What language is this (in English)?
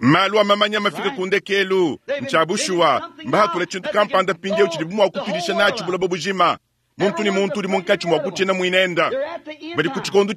Luba-Lulua